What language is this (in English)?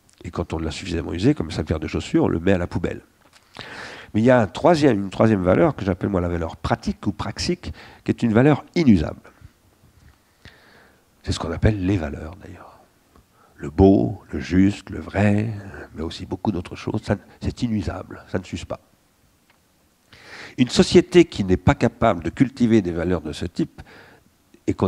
French